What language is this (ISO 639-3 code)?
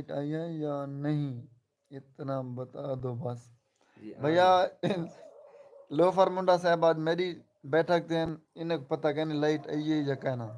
skr